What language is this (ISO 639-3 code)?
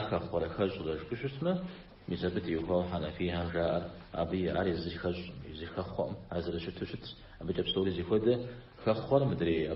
kbd